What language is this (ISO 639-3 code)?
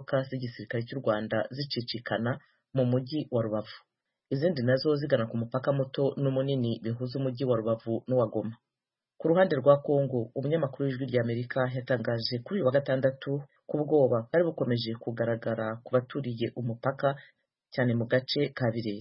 kin